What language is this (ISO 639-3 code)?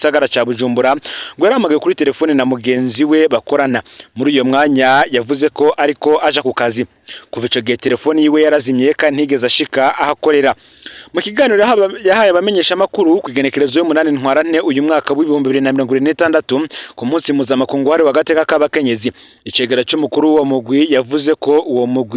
run